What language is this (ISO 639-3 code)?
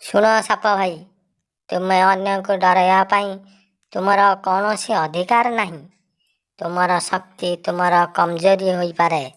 ori